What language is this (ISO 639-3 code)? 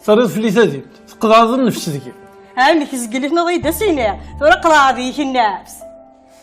kab